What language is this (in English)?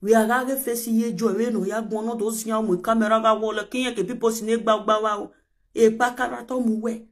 Nigerian Pidgin